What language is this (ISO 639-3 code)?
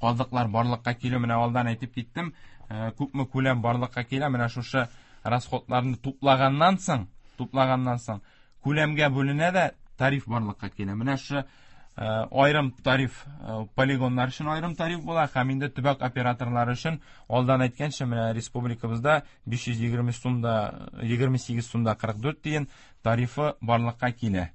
tat